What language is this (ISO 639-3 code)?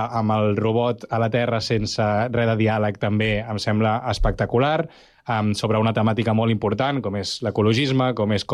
cat